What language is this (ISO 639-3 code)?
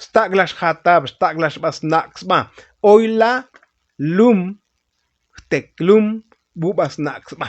tzo